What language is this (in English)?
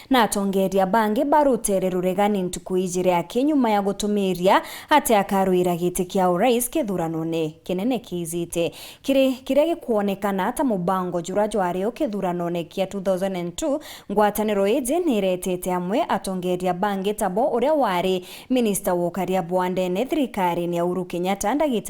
Meru